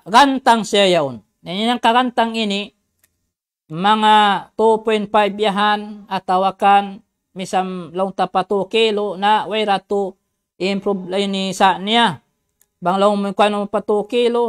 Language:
Tausug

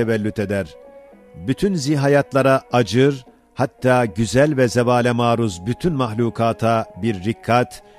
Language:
Ottoman Turkish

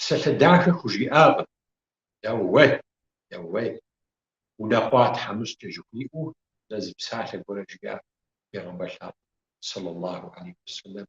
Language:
Kabardian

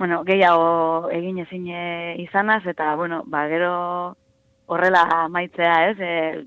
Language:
Basque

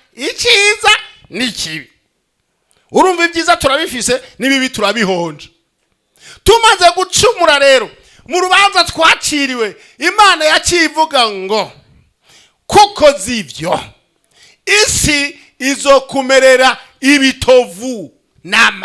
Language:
Rundi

